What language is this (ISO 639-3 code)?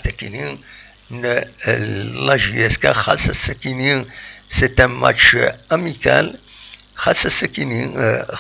kab